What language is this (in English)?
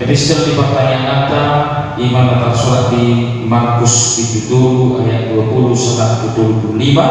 Batak Toba